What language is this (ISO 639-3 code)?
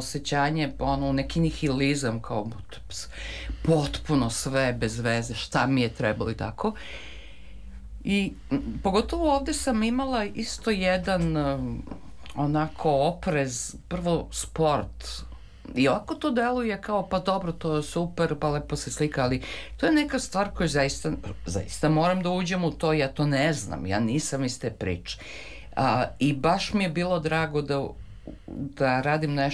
srp